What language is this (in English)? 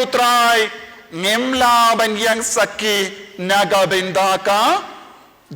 Khasi